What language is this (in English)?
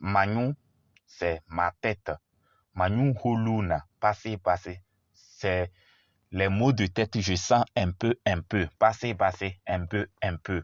Kabiyè